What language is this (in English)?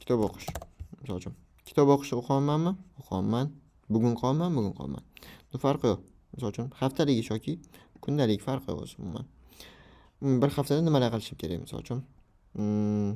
Uzbek